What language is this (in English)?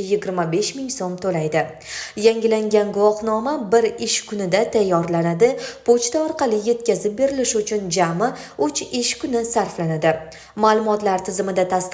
Uzbek